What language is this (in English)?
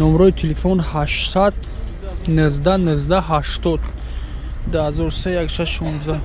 Tajik